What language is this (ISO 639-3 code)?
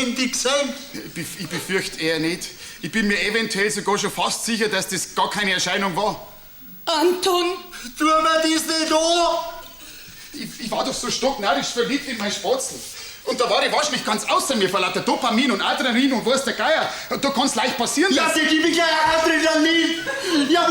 bar